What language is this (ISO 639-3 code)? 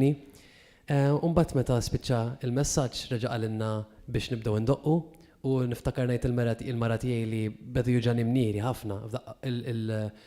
mlt